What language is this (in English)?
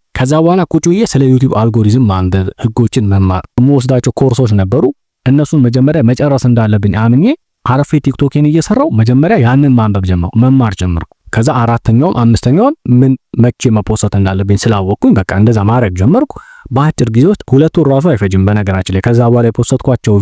Amharic